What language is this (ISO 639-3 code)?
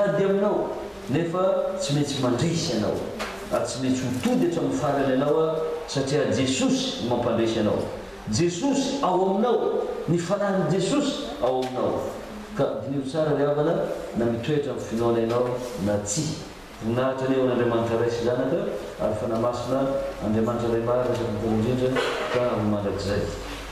mlg